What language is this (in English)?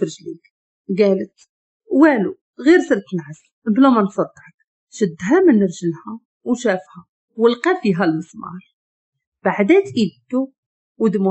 Moroccan Arabic